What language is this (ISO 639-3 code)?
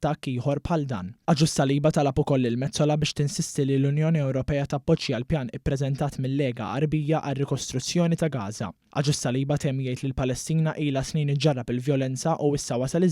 mlt